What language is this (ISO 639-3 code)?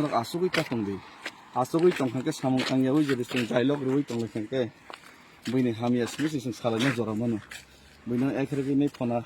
trp